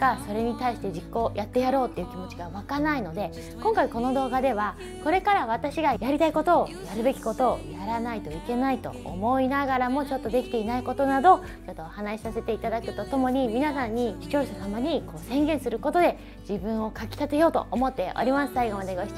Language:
Japanese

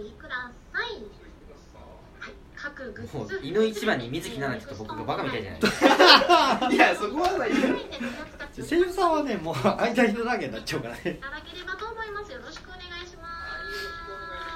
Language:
Japanese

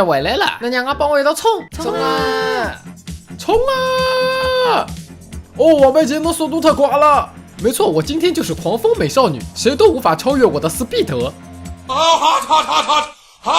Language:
Wu Chinese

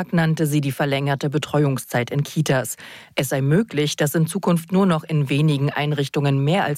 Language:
German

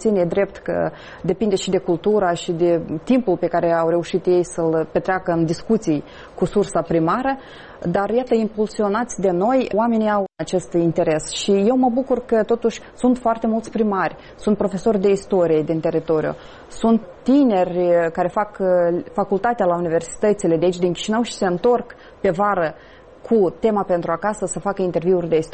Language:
Romanian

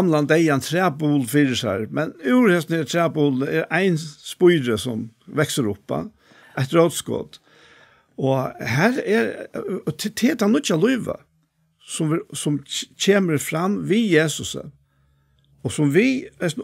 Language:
Faroese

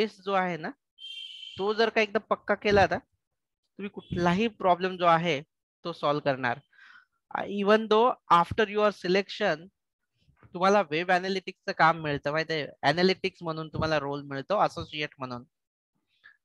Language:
Marathi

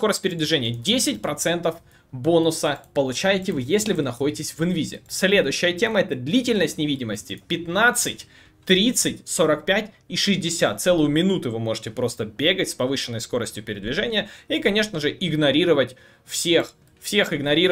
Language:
Russian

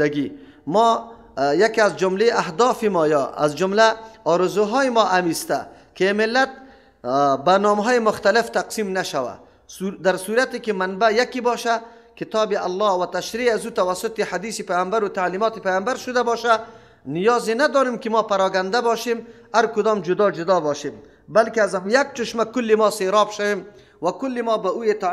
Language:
Persian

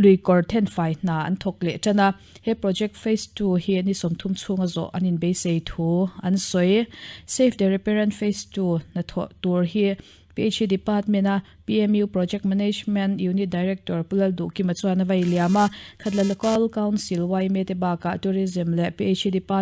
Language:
Mizo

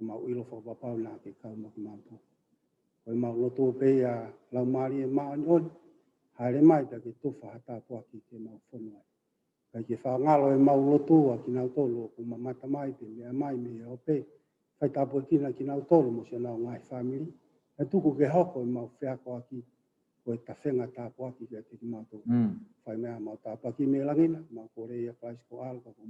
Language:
Tongan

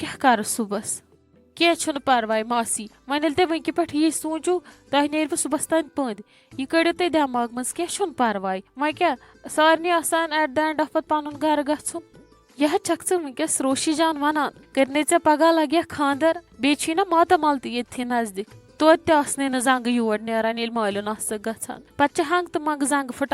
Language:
Kashmiri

